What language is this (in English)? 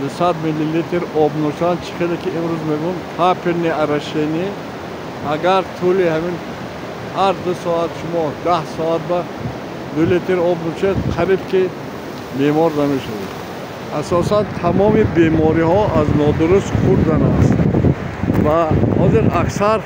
Tajik